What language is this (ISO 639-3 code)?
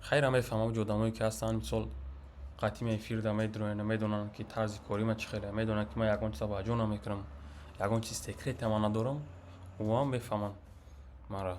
tgk